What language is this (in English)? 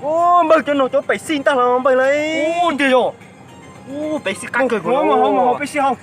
Hmong